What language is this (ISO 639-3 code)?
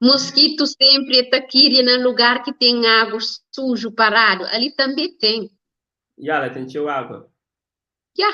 kea